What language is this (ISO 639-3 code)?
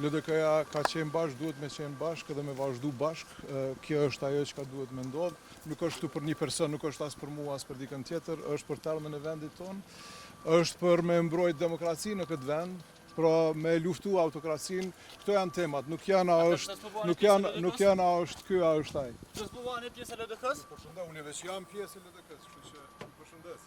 sqi